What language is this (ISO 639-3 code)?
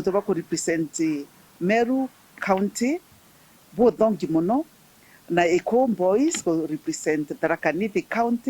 mer